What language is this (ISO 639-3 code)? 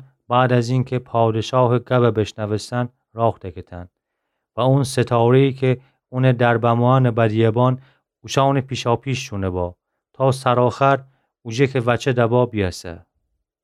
glk